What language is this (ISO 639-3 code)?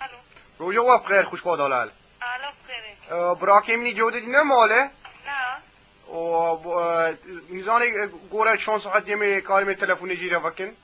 kur